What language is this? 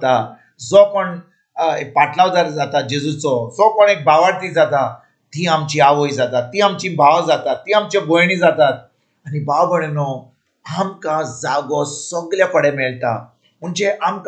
Konkani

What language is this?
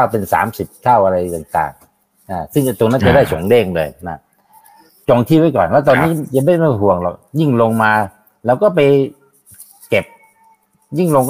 Thai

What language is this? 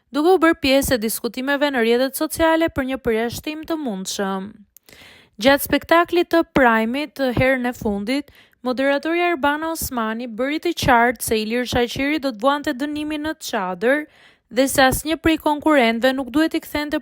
Albanian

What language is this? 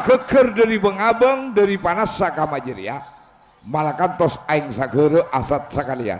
Madurese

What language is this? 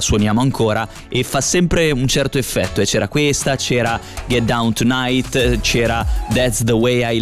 Italian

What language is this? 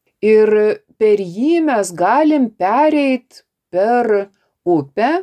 Lithuanian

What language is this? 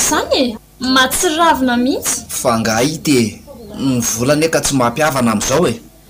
Malagasy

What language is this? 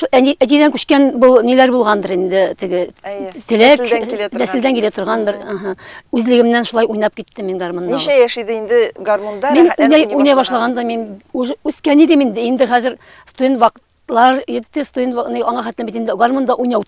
Tatar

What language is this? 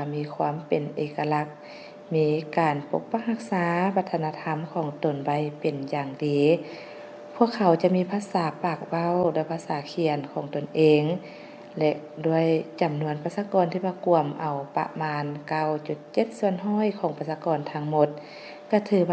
Lao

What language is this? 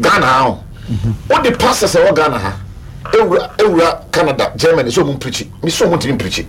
Akan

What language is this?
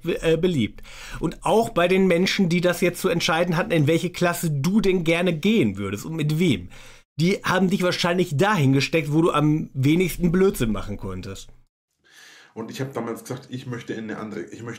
German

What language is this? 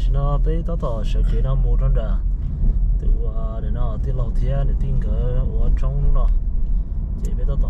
Hmong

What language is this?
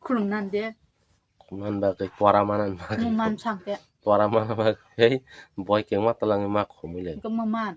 Kok Borok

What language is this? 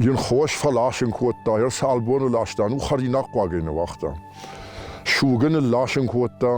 Ossetic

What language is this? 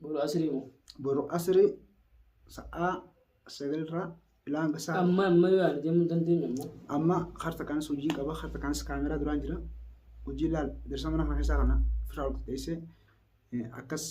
Oromo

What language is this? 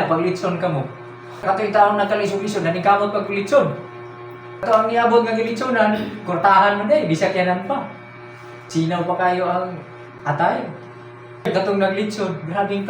Cebuano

